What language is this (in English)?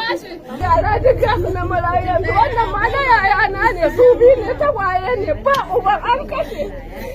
Hausa